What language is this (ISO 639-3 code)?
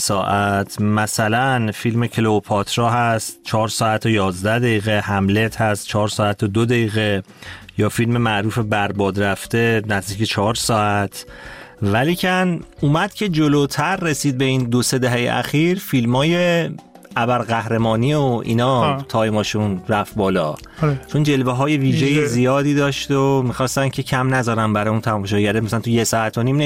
fas